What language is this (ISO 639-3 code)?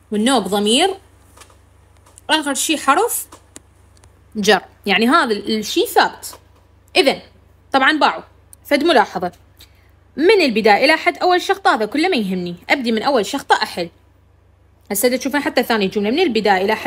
acm